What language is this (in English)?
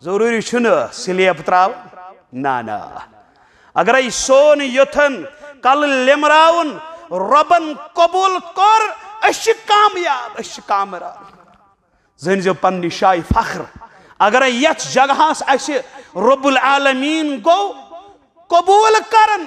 Kashmiri